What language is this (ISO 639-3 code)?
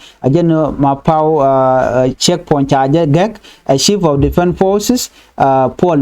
nus